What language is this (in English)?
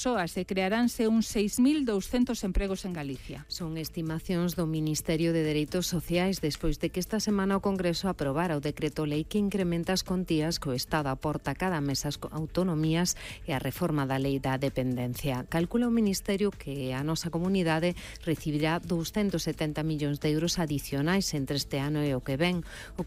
Galician